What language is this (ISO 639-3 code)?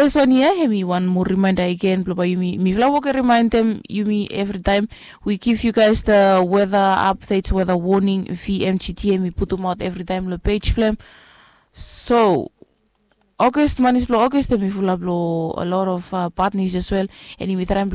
bis